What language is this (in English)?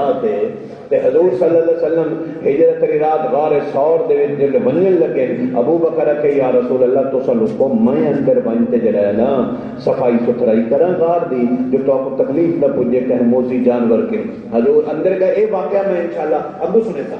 Saraiki